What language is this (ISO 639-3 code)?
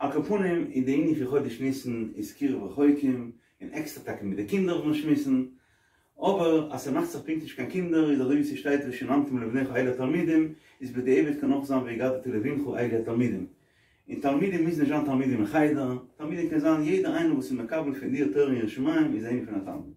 yid